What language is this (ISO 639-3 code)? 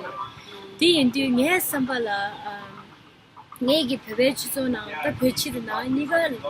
bod